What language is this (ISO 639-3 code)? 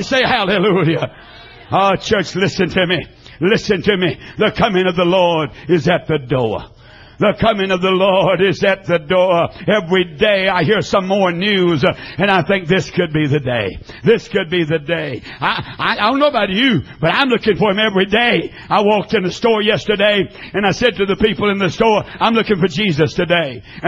eng